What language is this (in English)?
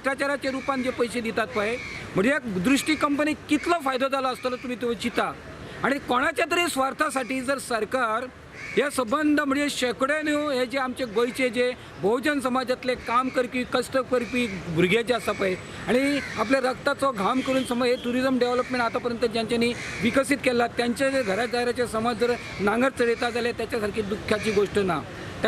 Konkani